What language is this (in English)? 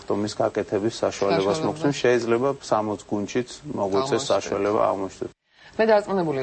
Georgian